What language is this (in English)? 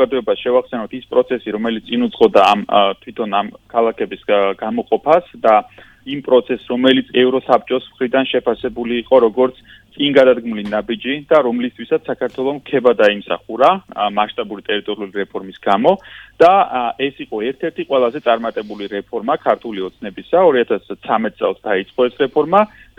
Georgian